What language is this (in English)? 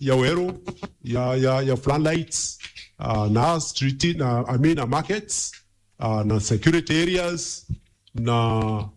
Meru